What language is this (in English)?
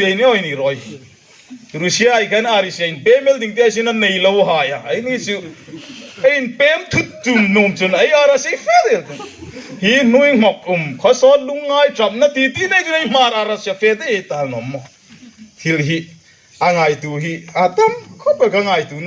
Hmar